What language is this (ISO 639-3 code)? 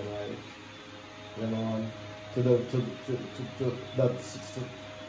jam